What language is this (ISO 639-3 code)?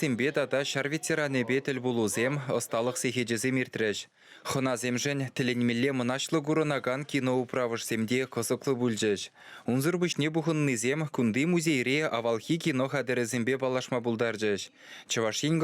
chv